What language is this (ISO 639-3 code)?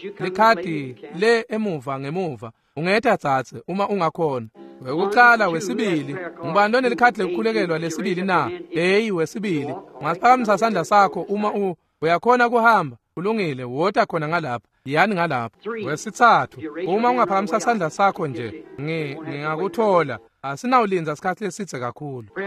ssw